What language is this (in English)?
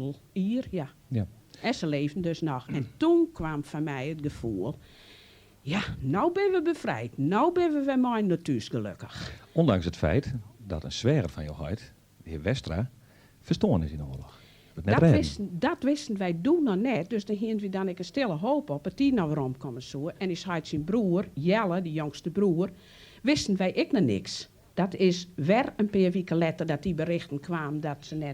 Western Frisian